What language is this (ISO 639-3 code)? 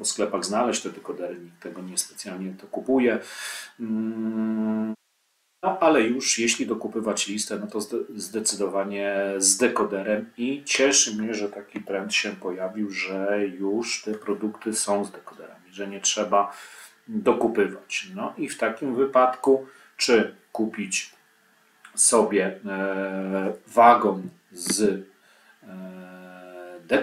pol